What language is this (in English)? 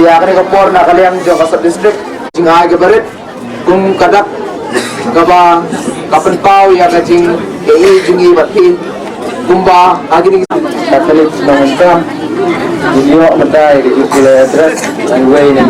Khasi